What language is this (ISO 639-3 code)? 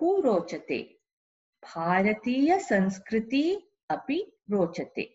san